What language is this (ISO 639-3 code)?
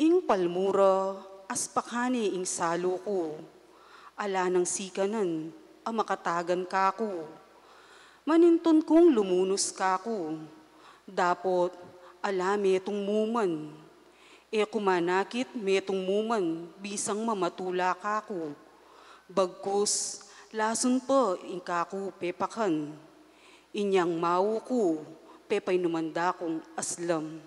pam